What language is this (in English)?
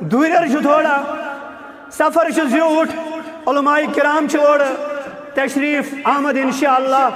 Kashmiri